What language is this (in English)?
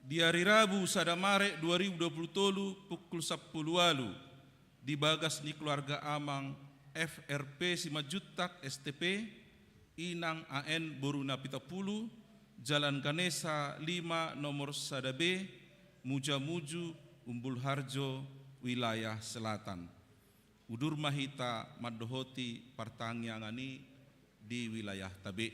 Batak Toba